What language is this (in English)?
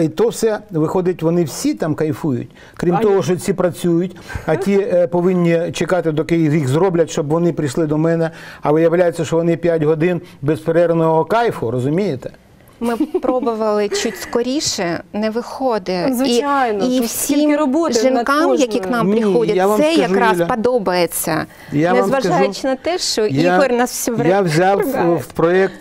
Ukrainian